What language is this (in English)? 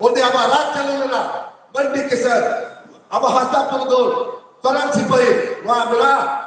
Santali